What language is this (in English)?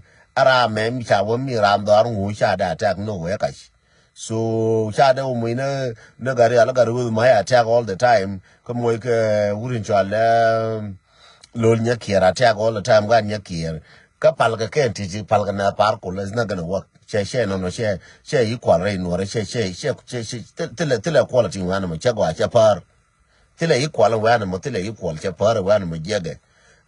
Nuer